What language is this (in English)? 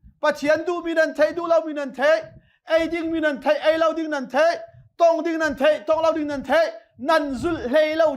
Hakha Chin